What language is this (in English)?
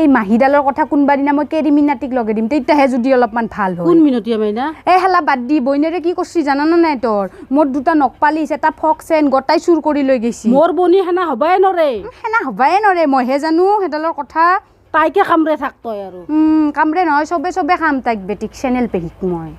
Assamese